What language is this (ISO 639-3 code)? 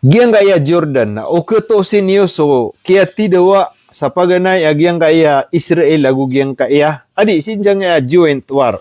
mrw